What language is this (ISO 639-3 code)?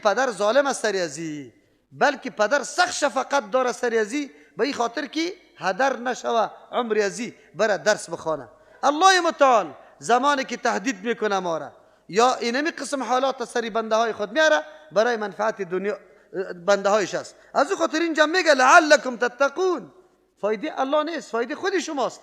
fas